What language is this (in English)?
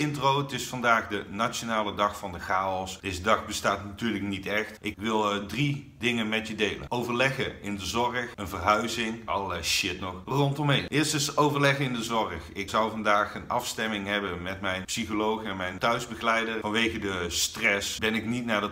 Dutch